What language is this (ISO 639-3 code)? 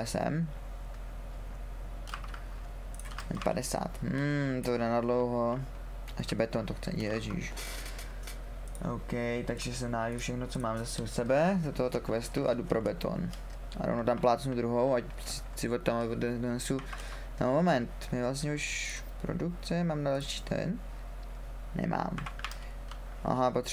ces